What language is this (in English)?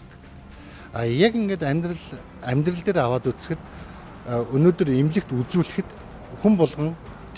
Mongolian